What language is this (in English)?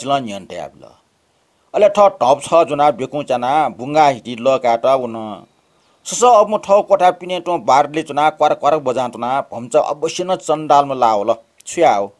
Newari